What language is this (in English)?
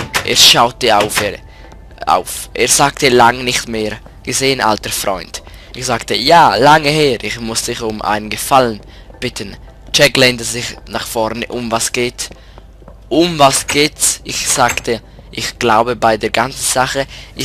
Swiss German